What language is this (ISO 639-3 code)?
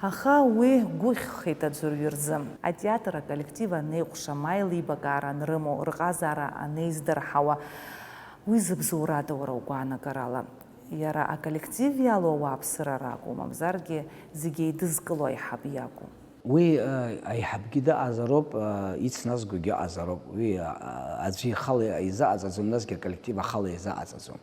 abk